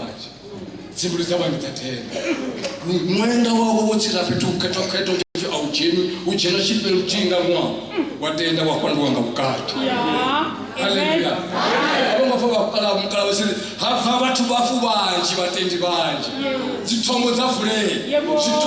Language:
Venda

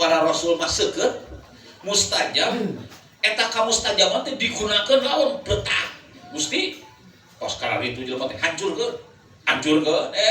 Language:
Sundanese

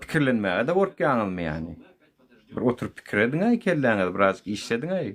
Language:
Turkmen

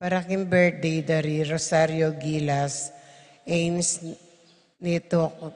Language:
Pampanga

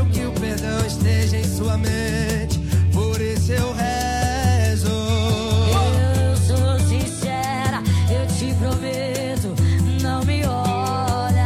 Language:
Portuguese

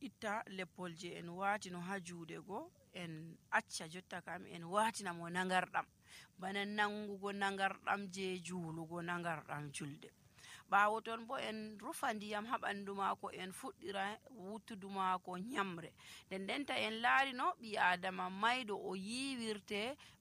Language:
Nigerian Fulfulde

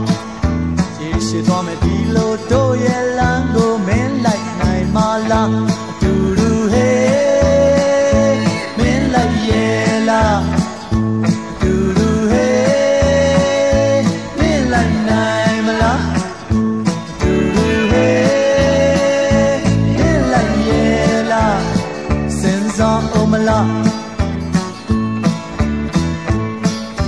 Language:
Burmese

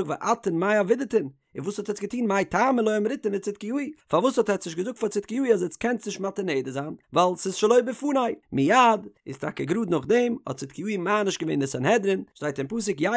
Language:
Yiddish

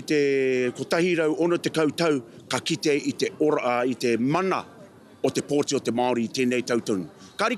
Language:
Māori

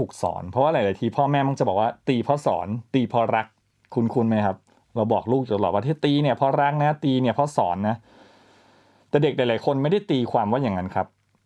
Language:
Thai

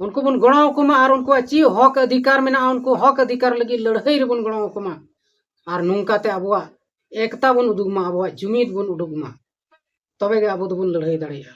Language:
Santali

